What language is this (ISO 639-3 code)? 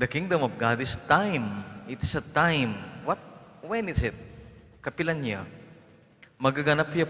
pam